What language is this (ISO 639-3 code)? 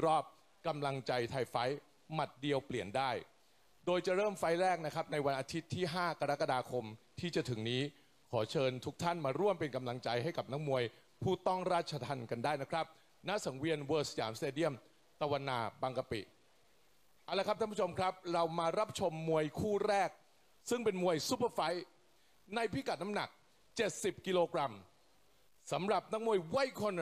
tha